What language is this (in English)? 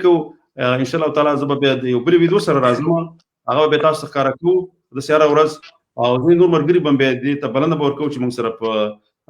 Pashto